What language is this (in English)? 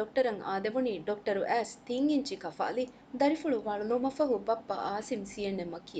Divehi